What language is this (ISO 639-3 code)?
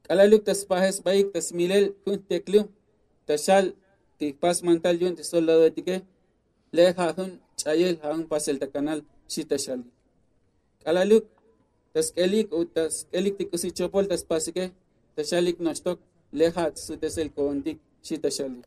tzo